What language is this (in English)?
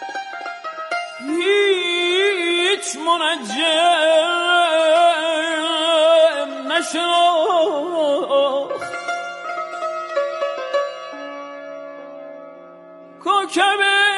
Persian